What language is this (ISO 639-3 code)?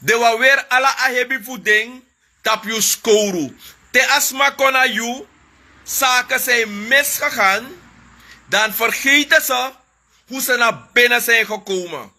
srn